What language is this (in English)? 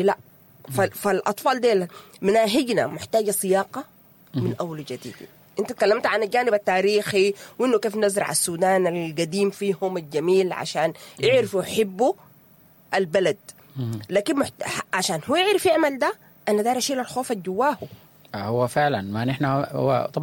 Sudanese Arabic